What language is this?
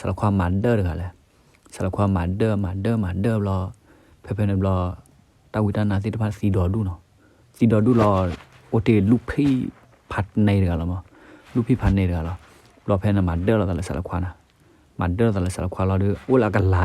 S'gaw Karen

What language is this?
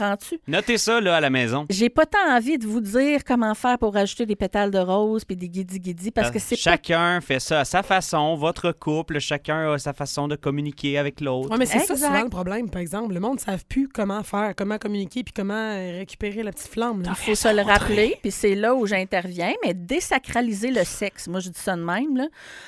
French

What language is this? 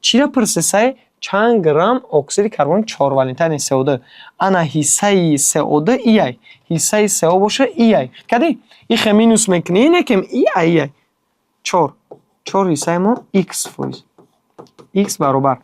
Tajik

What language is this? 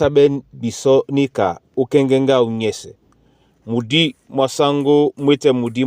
Duala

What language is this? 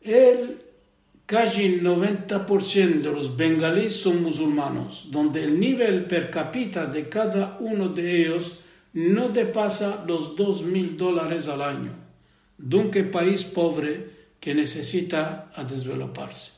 Ladino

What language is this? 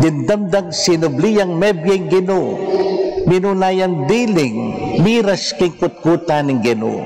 Pampanga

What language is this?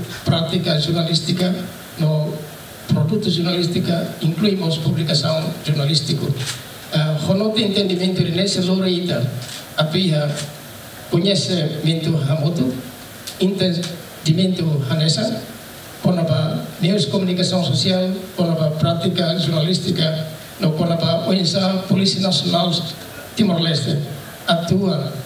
Tetum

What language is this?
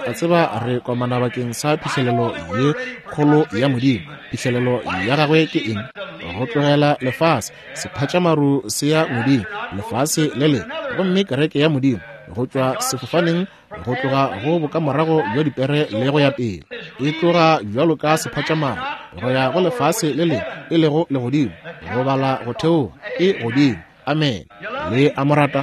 Northern Sotho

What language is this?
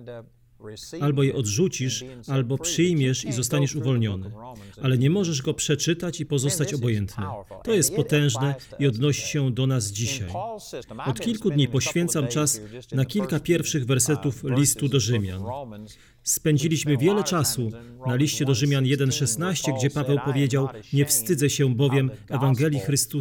Polish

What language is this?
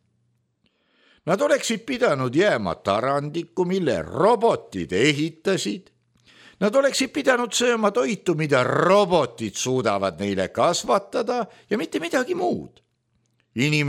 Estonian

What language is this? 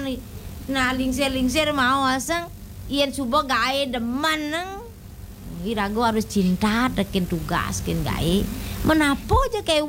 Balinese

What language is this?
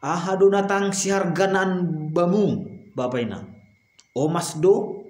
Batak Simalungun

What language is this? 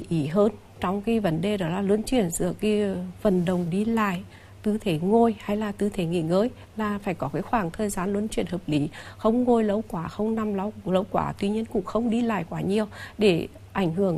Vietnamese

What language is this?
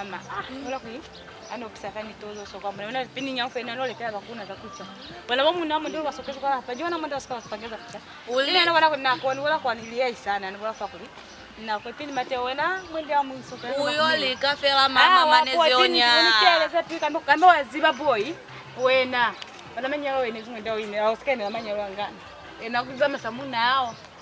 Lozi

